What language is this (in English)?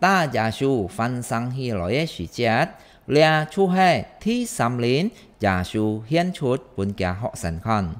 Hakka Chinese